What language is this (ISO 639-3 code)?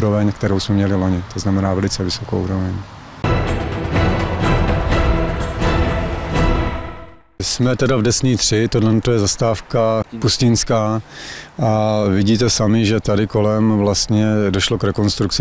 ces